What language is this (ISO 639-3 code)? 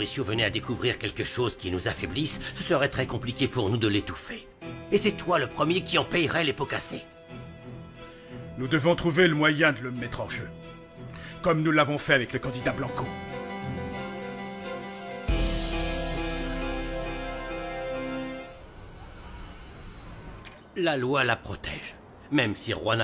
fra